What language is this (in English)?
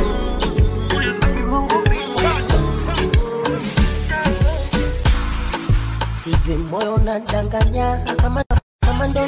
Swahili